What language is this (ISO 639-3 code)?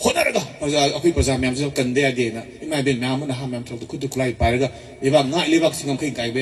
mni